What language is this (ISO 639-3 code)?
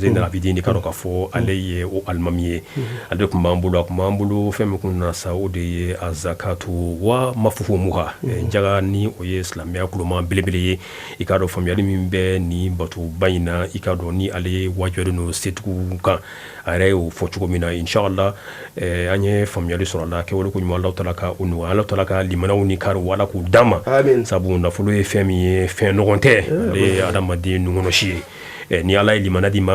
bam